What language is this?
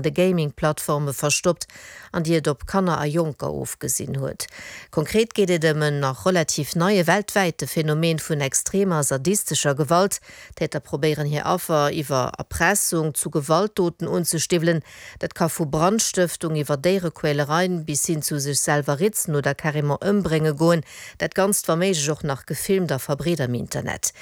Luxembourgish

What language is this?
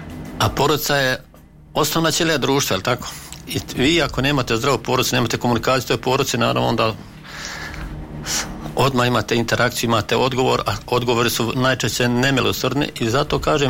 Bosnian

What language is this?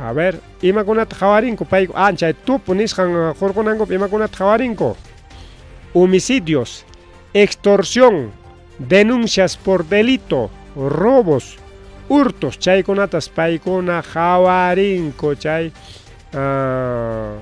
Ayacucho Quechua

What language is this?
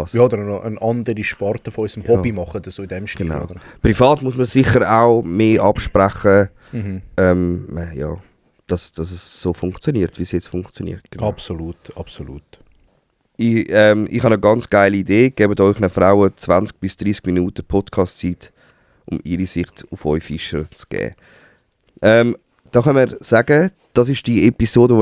Swiss German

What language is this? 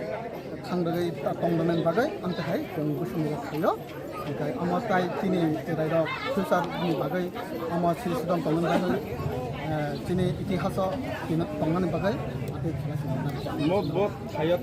Kok Borok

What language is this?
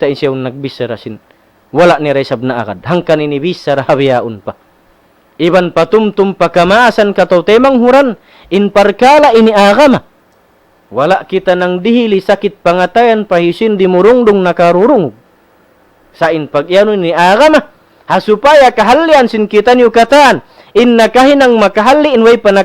Tausug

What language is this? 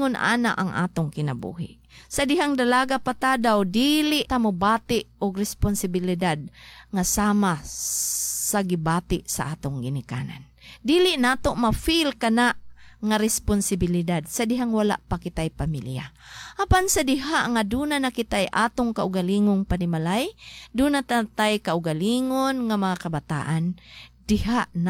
Cebuano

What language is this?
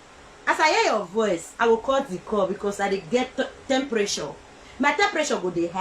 Nigerian Pidgin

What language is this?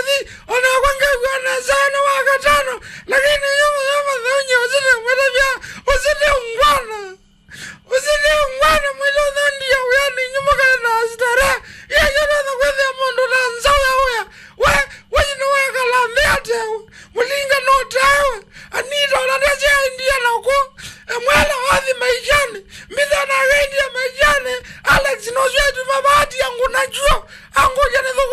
Kamba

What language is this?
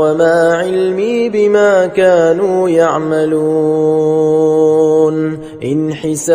Arabic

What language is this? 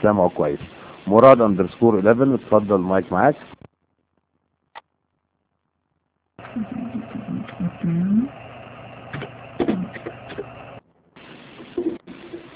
Egyptian Arabic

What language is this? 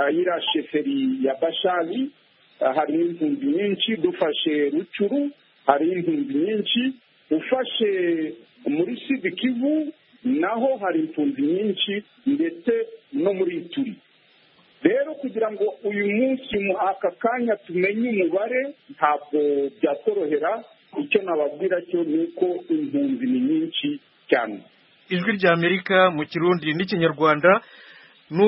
Kinyarwanda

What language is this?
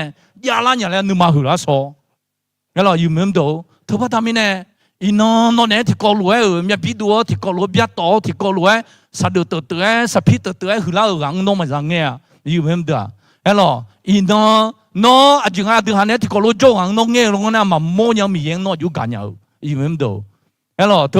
Akha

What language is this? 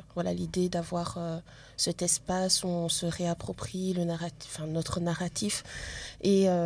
French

